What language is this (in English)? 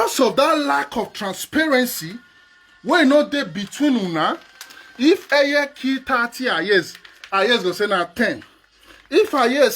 Nigerian Pidgin